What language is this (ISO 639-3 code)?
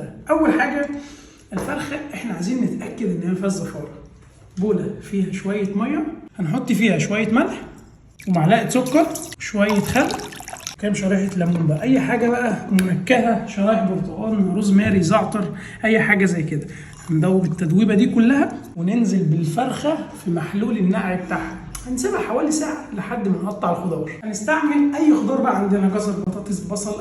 arz